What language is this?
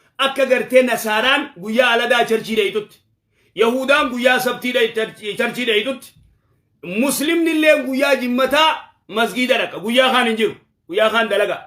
Oromo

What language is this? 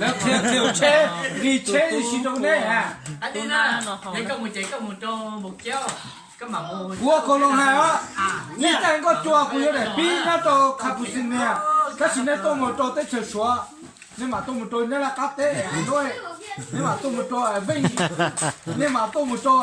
Hmong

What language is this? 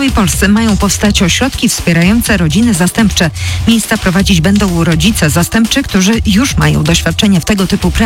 Polish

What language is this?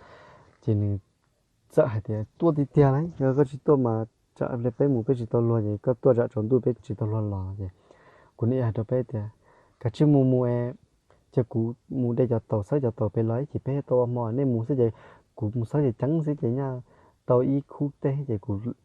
Hmong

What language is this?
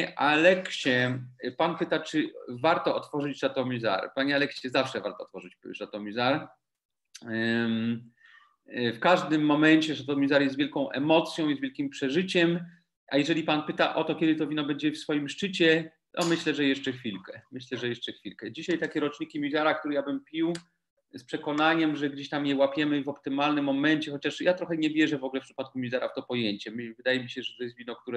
Polish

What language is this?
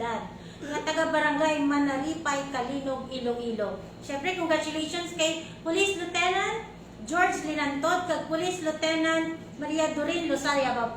Hiligaynon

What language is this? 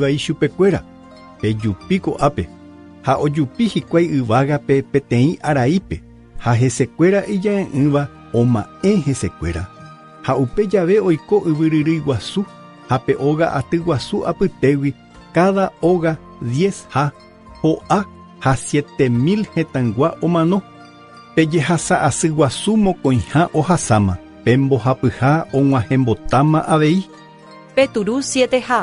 Guarani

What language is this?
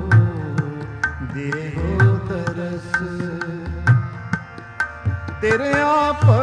Punjabi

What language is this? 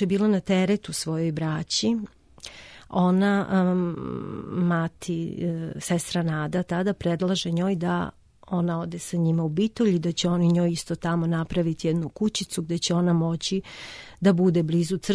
Serbian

